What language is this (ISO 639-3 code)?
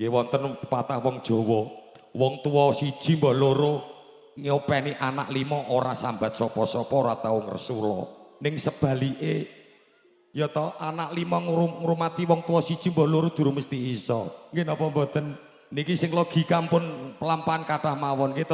jav